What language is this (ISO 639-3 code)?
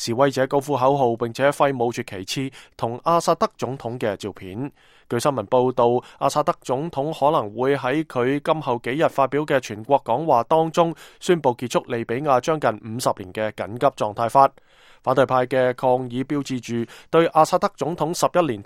yue